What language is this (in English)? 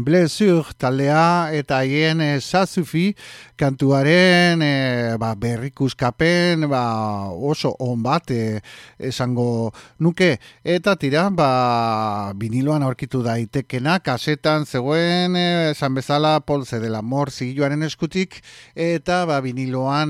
Basque